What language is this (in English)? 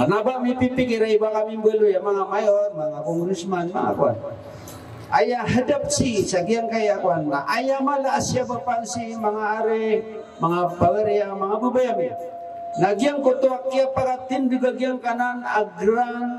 Maranao